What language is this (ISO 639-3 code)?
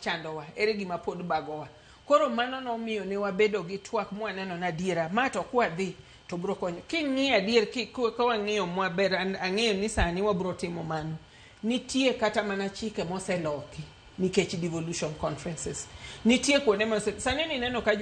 luo